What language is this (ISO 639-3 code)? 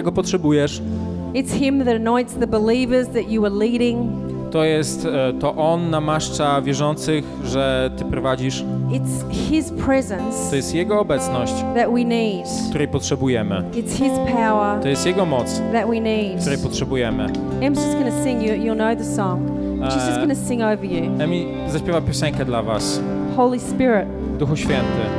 pol